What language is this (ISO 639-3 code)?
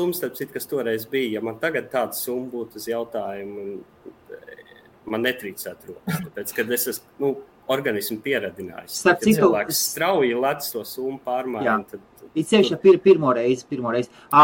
lav